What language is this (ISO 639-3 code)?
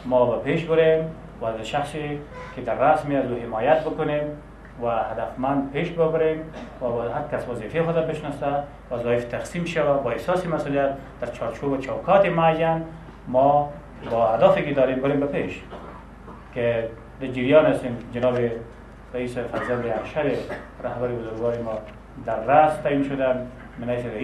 fas